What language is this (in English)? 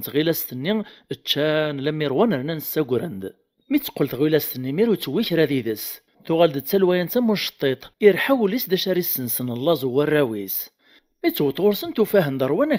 Kabyle